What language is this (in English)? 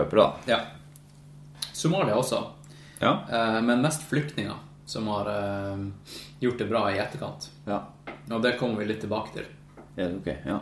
Norwegian